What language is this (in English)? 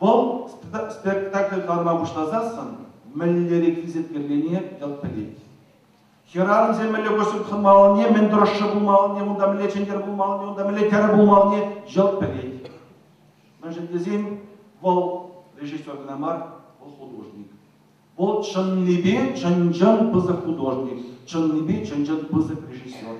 Chuvash